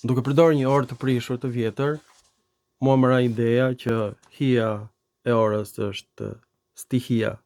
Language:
Albanian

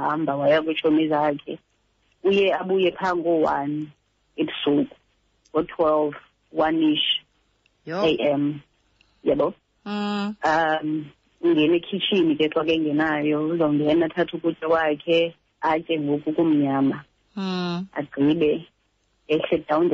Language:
Xhosa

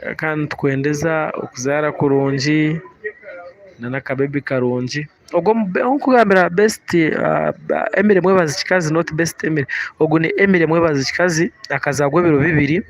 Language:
Nyankole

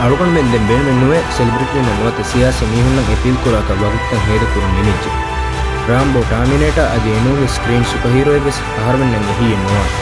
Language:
Divehi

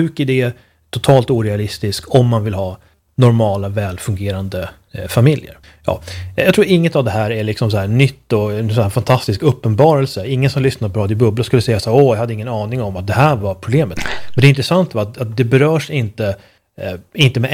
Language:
Swedish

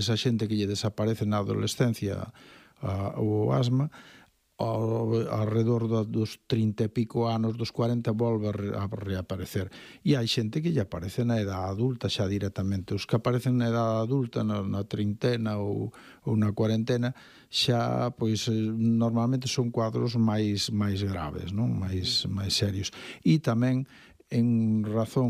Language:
Galician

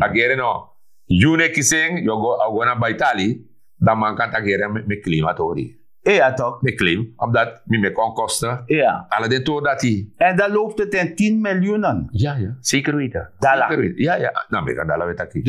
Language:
Sranan Tongo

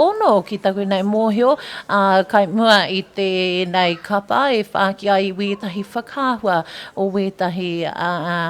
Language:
Māori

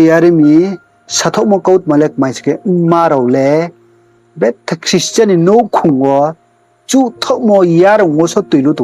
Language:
Riang (India)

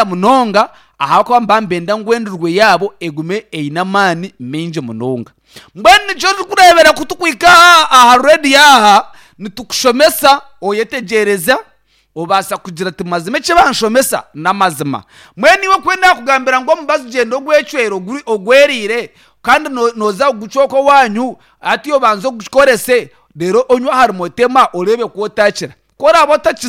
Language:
Nyankole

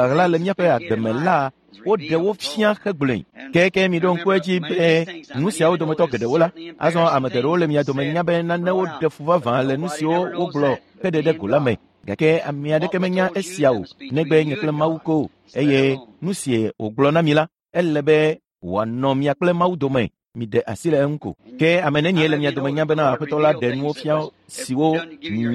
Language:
Ewe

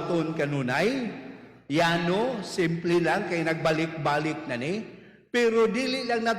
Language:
Cebuano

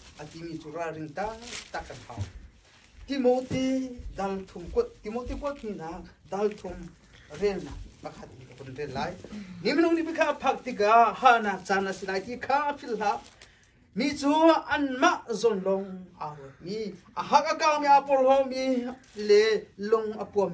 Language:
Hakha Chin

